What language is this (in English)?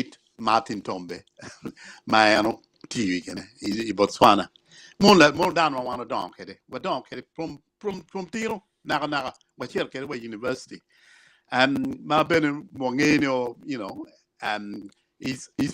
Acoli